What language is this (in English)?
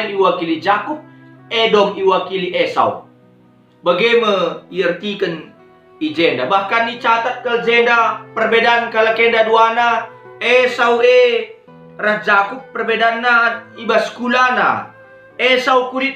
Batak Karo